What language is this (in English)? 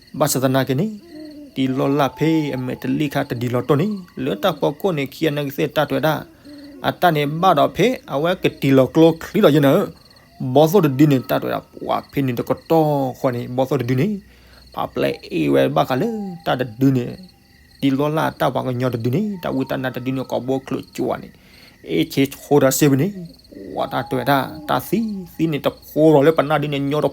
S'gaw Karen